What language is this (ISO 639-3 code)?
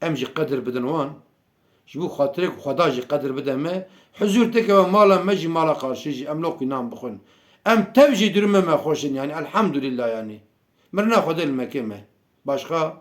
kur